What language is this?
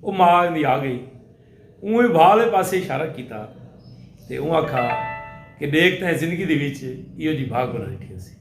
Saraiki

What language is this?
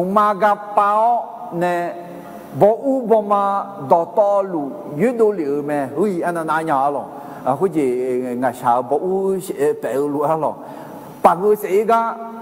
Akha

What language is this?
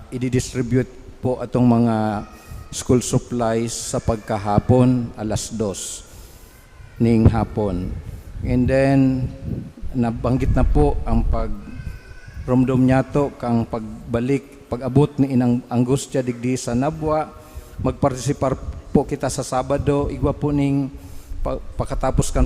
Bikol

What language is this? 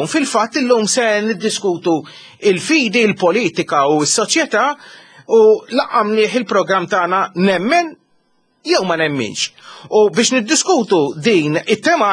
Maltese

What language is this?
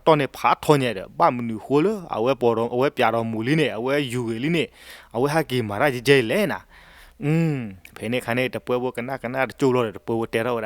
S'gaw Karen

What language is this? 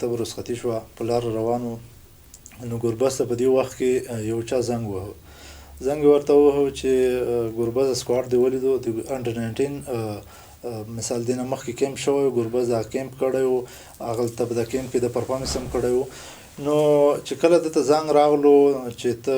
Pashto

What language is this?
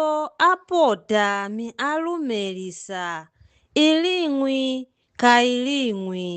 Nyanja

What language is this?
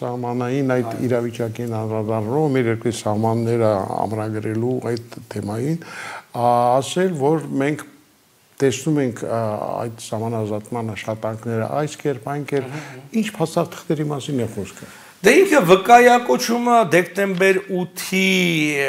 Armenian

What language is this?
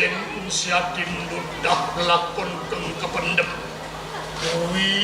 Javanese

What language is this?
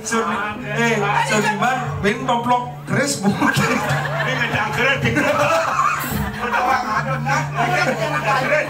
Balinese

